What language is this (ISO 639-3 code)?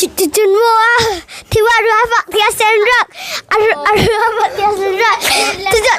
hmr